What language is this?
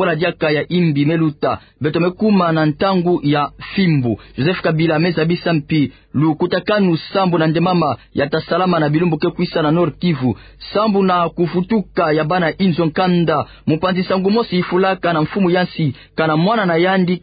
Kituba (Democratic Republic of Congo)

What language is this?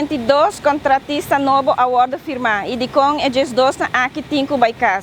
Papiamento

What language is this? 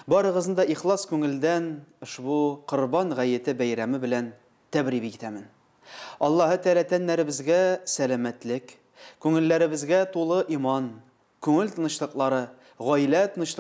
Tatar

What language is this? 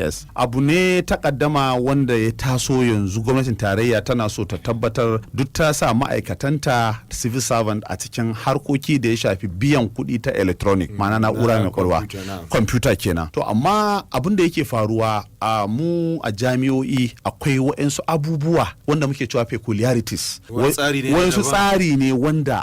Hausa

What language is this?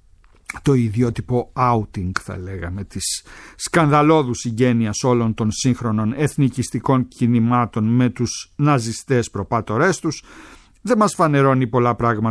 Greek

